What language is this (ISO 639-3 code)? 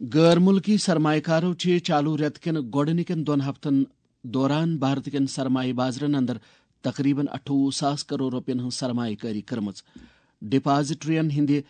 kas